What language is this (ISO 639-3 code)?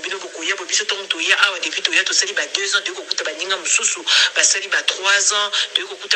lin